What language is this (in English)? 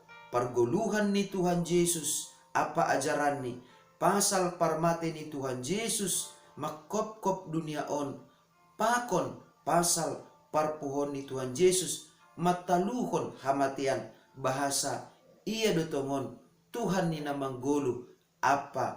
Batak Simalungun